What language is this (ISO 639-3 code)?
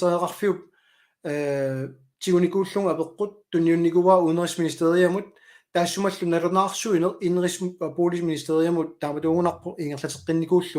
kal